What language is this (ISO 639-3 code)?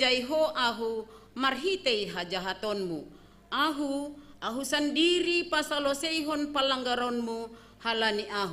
bts